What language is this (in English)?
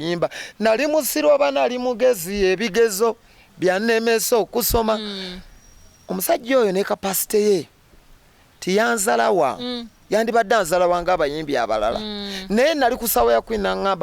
Ganda